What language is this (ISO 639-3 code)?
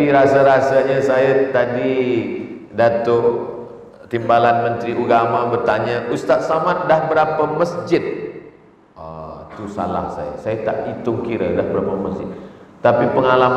msa